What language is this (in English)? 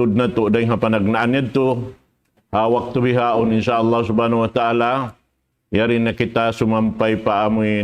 Tausug